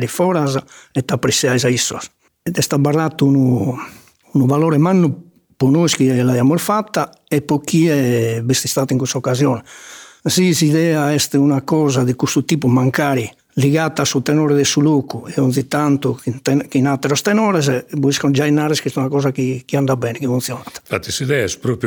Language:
Sardinian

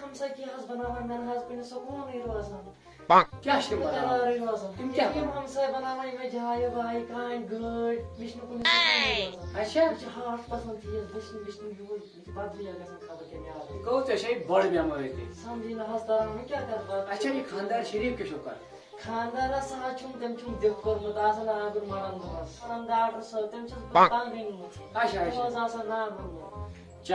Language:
Kashmiri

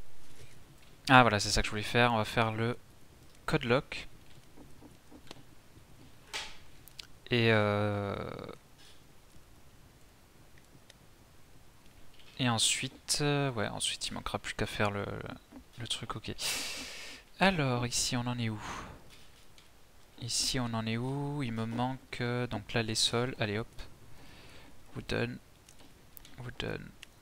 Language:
French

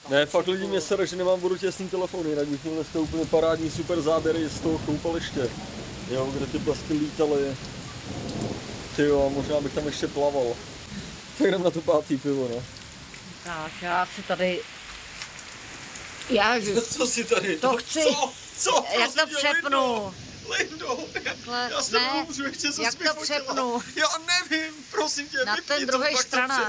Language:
Czech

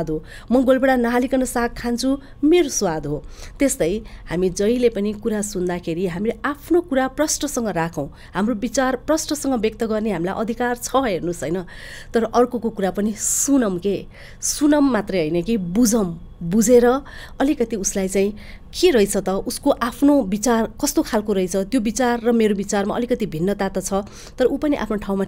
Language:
Nepali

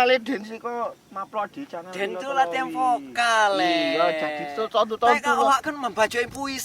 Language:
Minangkabau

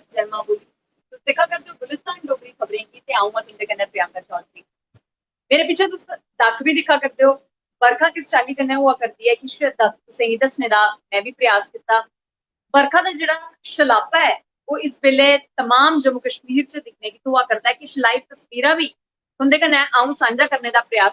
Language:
Dogri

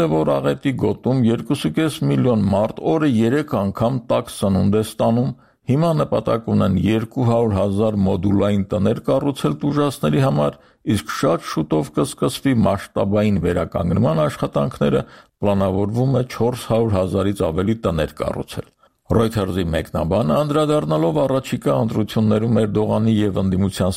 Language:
Armenian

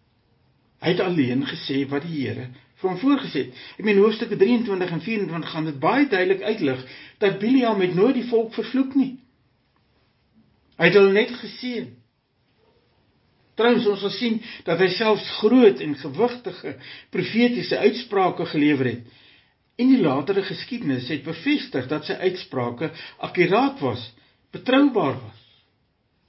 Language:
Afrikaans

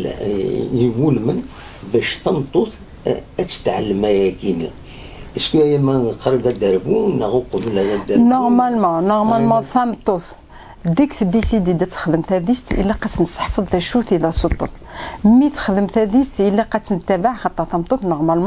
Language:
Kabyle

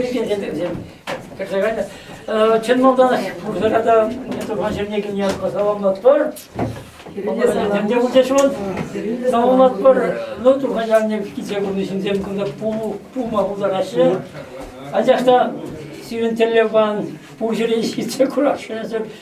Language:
Chuvash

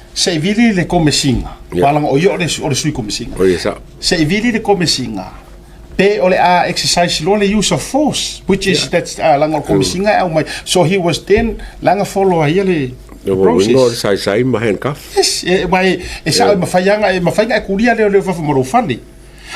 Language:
Samoan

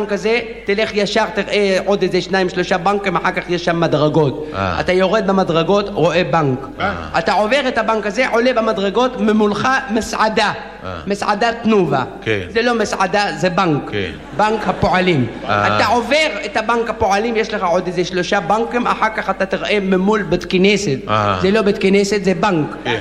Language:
Hebrew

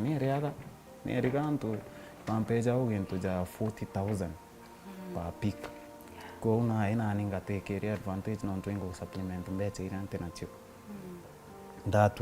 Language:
Meru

